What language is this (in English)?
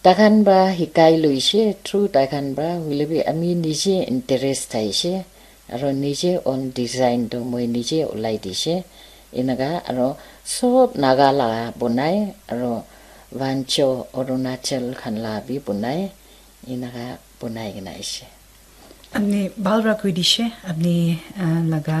Naga Pidgin